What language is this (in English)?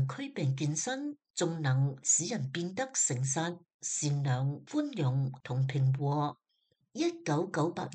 Cantonese